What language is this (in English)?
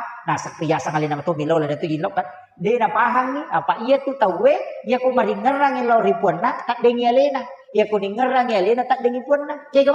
Buginese